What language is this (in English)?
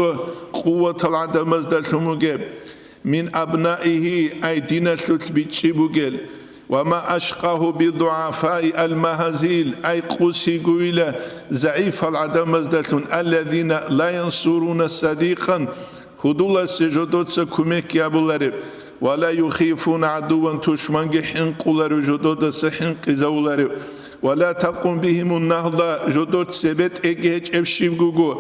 Avaric